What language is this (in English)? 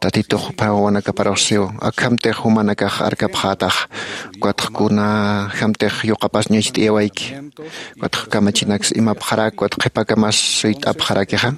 Aymara